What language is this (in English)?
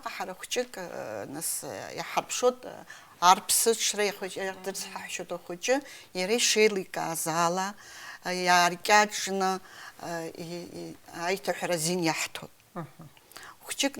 Abkhazian